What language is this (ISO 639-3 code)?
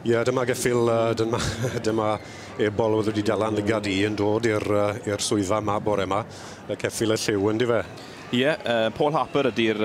cym